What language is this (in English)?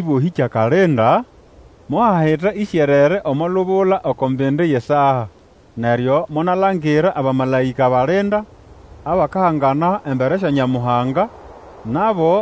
Nande